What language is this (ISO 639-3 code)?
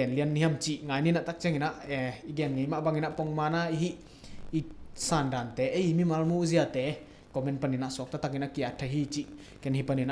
ctd